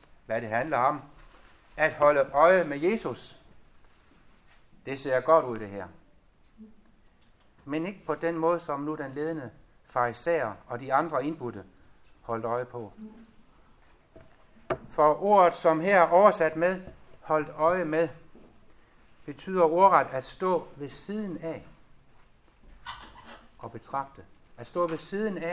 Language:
Danish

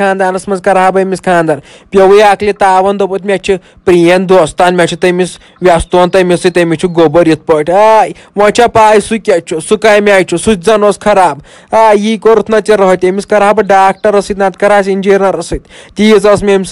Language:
Kashmiri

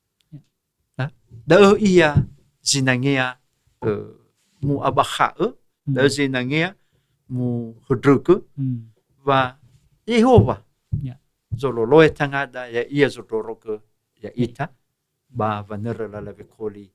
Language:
Nias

